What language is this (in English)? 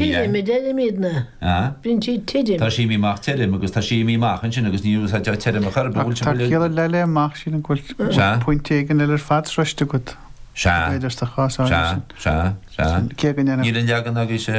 Irish